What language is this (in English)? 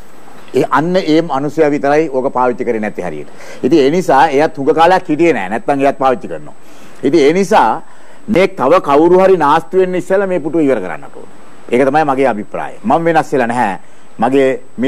Sinhala